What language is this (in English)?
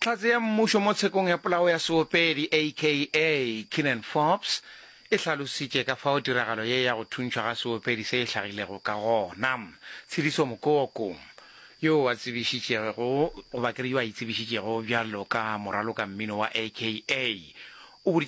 Northern Sotho